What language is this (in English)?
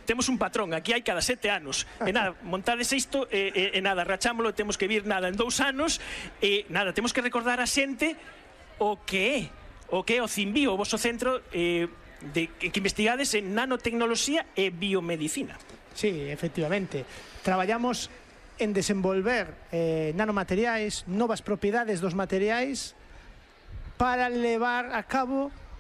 Galician